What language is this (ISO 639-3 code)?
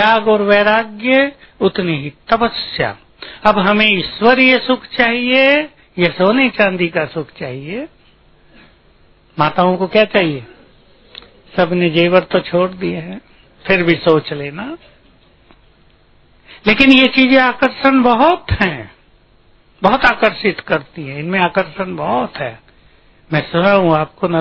hin